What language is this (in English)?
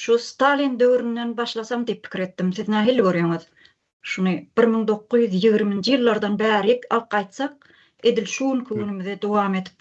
Turkmen